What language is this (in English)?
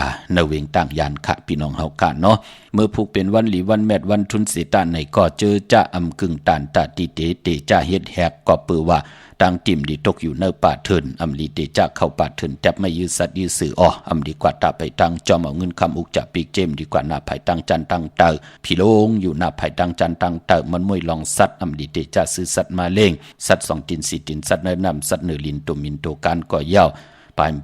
Shan